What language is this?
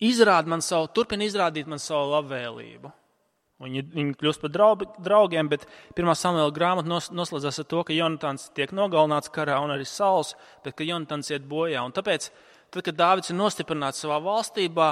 Latvian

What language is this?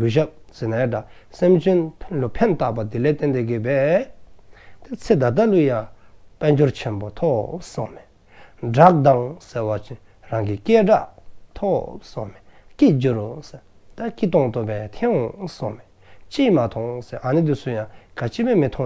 Dzongkha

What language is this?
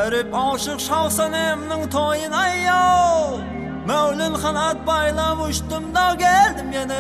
Kara-Kalpak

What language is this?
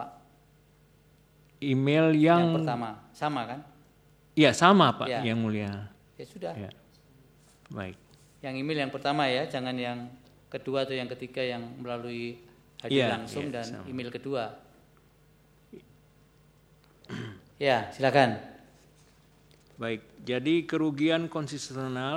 Indonesian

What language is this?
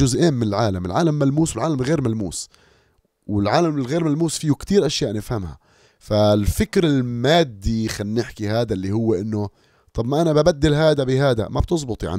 North Levantine Arabic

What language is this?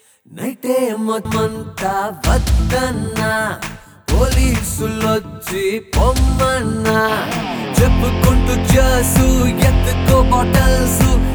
Telugu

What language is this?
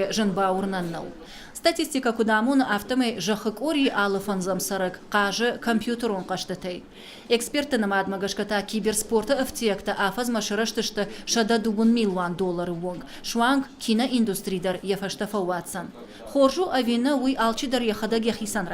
Ossetic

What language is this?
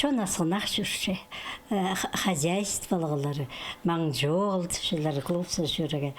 Khakas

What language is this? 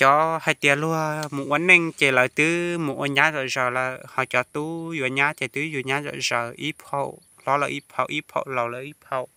Hmong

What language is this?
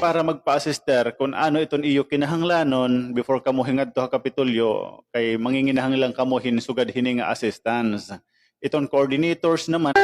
Waray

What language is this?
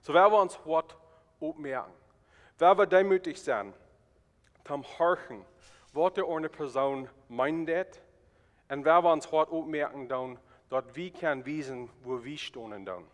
Plautdietsch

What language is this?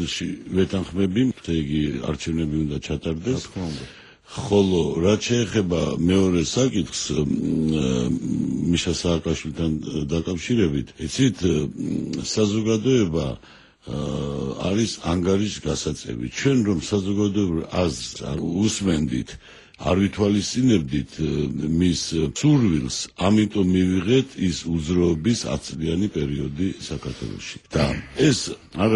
Georgian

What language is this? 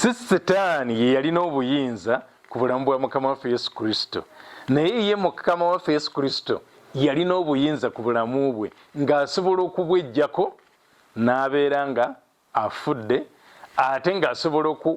Ganda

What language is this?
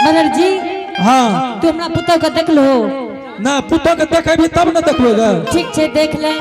Angika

